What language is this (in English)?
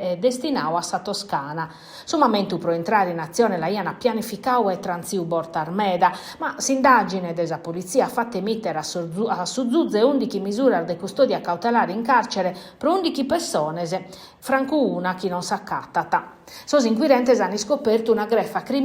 Sardinian